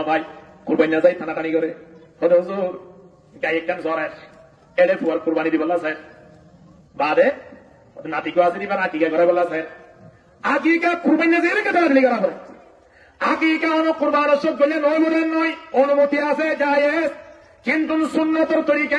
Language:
Rohingya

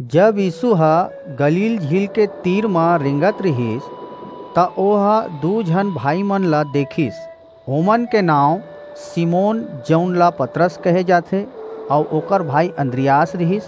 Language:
Chhattisgarhi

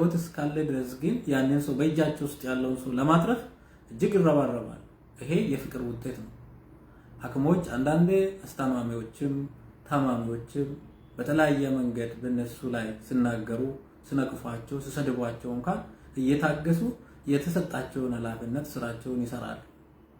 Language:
Amharic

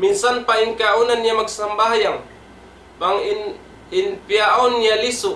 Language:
Tausug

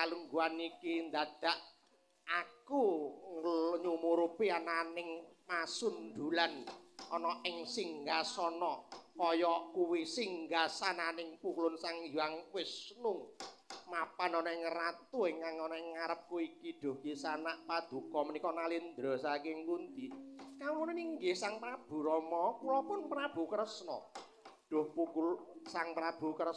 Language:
Javanese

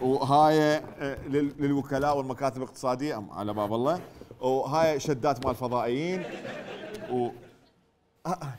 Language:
Mesopotamian Arabic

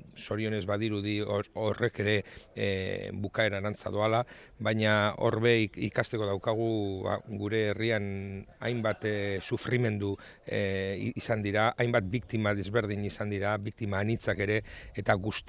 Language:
Basque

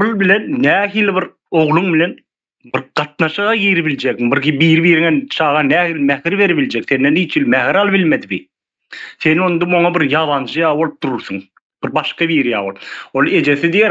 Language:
Turkmen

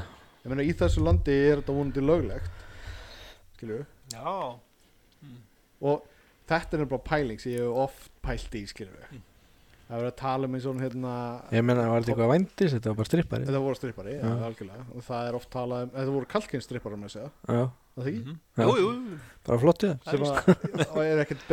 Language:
Icelandic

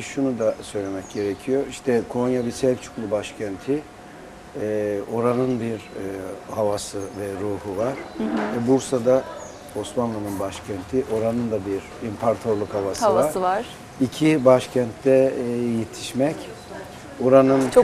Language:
Turkish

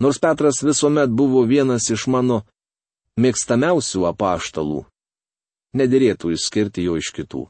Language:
Lithuanian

